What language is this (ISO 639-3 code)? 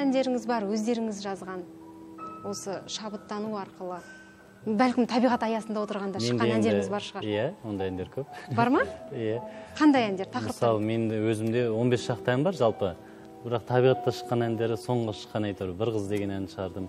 kaz